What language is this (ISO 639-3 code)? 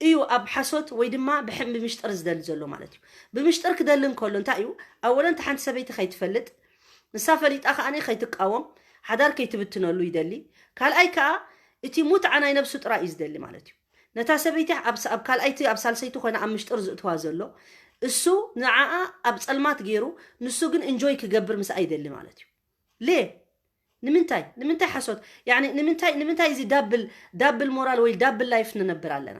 tir